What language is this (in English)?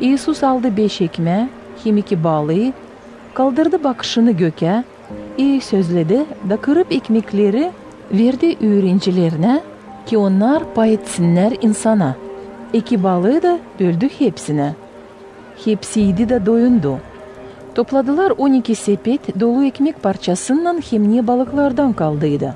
Gagauz